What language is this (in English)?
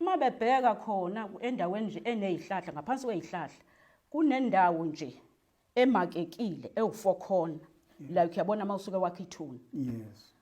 Zulu